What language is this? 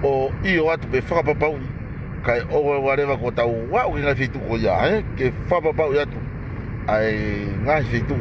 Tongan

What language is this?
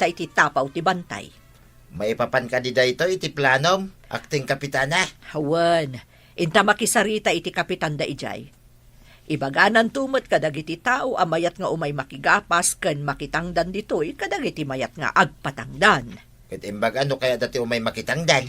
Iloko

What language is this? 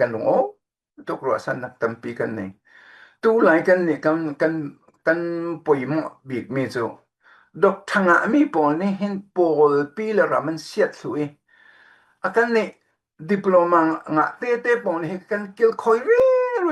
Falam Chin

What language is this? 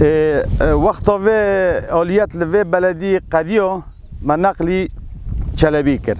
Kurdish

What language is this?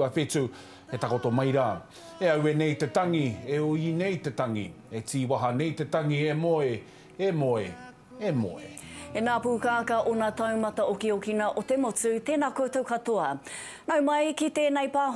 Māori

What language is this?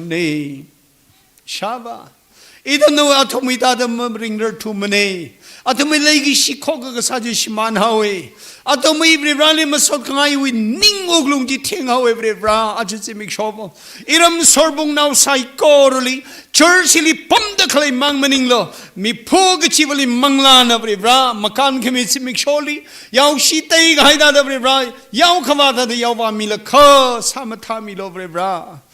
Tangkhul Naga (India)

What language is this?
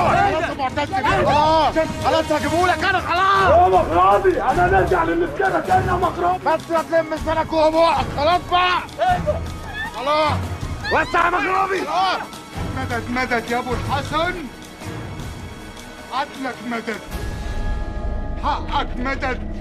Egyptian Arabic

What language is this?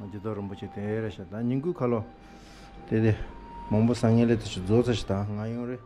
Tibetan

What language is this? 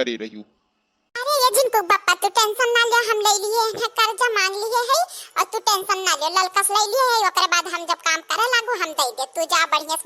Awadhi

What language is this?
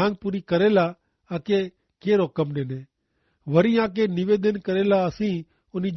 Kachhi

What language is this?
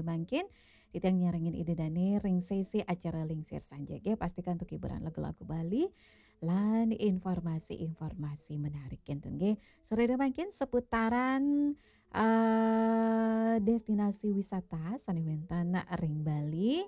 Balinese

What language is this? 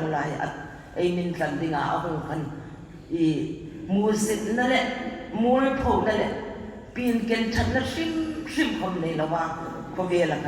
Hmar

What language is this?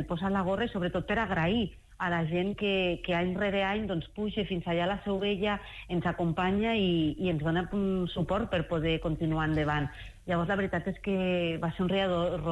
Catalan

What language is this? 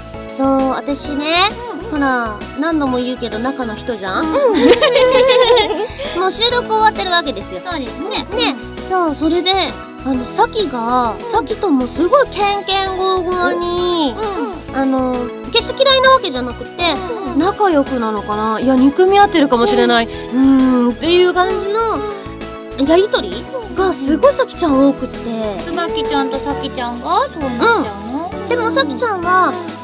Japanese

